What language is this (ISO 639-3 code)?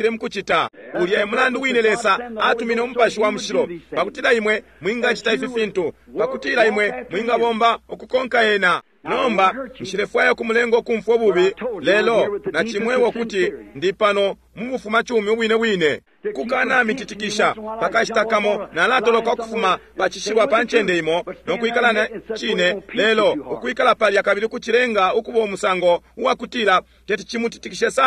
bem